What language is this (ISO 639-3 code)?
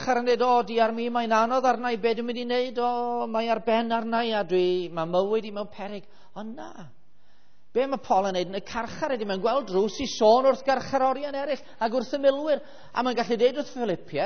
cym